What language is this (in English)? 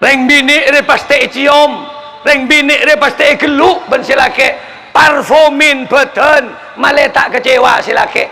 Madurese